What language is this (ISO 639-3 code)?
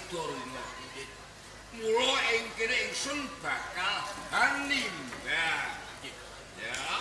jav